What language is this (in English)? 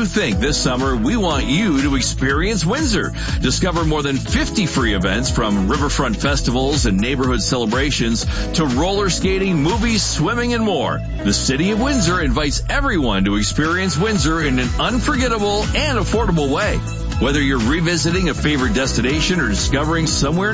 English